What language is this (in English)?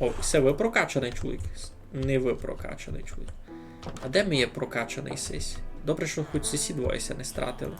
Rusyn